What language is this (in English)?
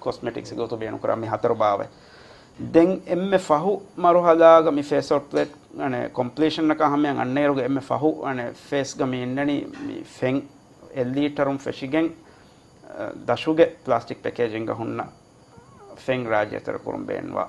Divehi